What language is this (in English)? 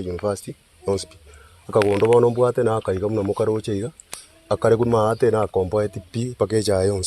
Gusii